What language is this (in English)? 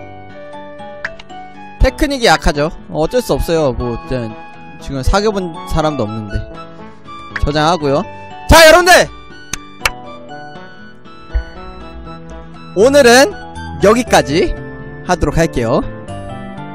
Korean